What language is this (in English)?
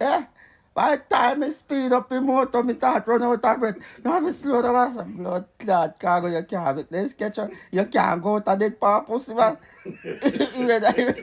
Jamaican Creole English